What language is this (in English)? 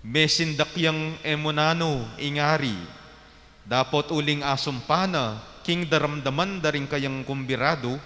Pampanga